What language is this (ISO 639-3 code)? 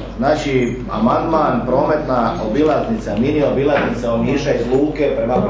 hrv